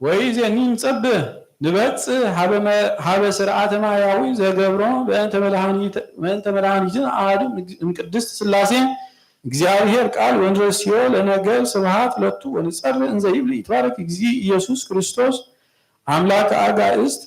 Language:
Geez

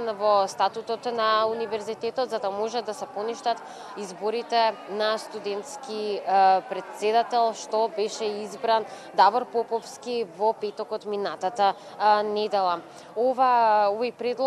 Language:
Macedonian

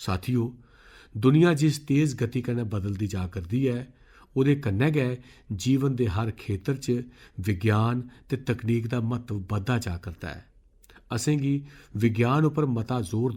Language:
Dogri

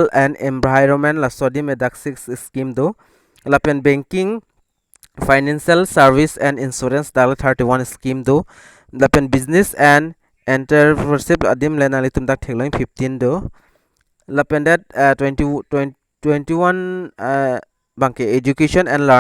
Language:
Karbi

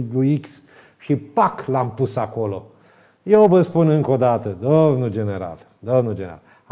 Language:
Romanian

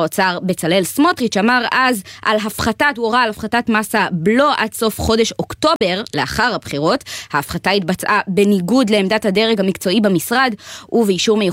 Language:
Hebrew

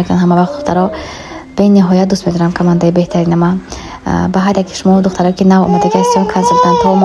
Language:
Tajik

